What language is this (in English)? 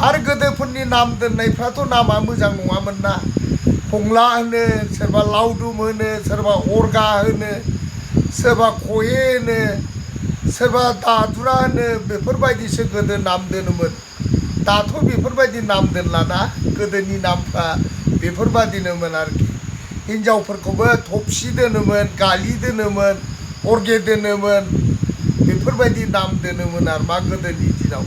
Bodo